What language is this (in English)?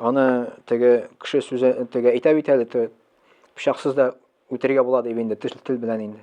Tatar